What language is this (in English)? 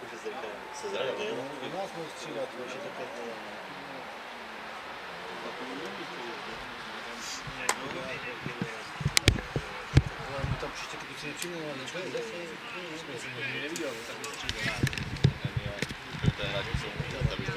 Czech